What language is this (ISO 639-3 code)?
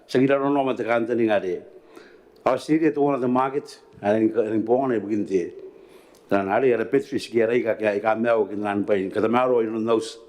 gil